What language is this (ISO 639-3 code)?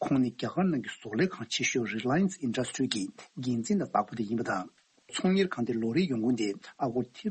bod